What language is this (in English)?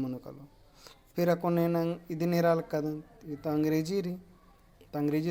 Kurukh